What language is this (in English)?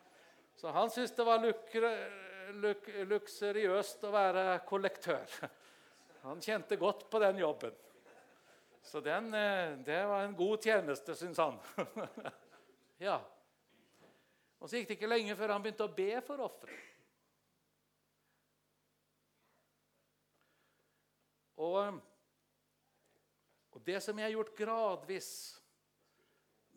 Norwegian